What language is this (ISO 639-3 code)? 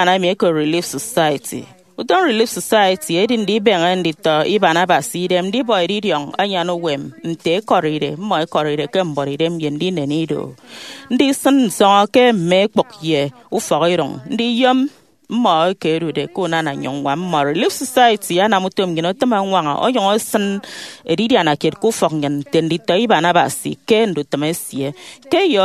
efi